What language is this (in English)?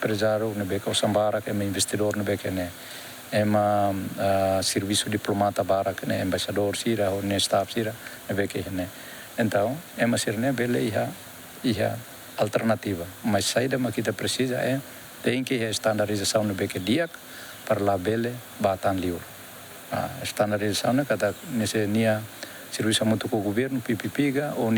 Tetum